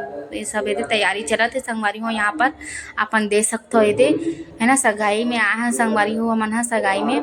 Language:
Chhattisgarhi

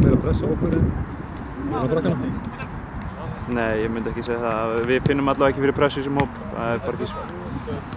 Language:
Icelandic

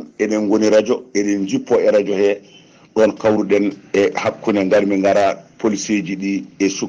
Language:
Fula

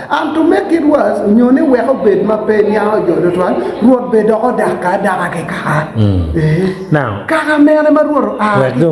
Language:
Acoli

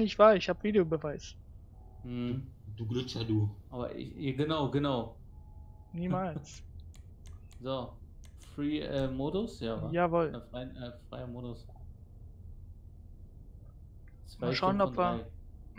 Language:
German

